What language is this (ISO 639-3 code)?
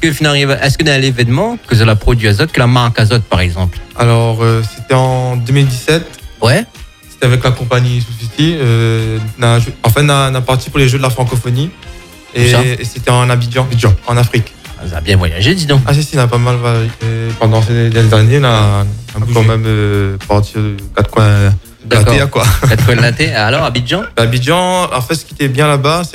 fra